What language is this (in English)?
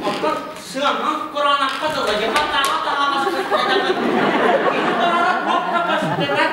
Yakut